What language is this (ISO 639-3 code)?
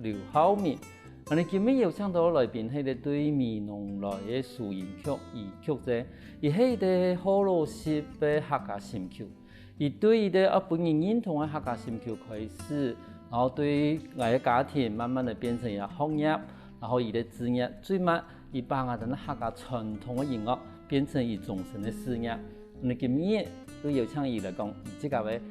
hak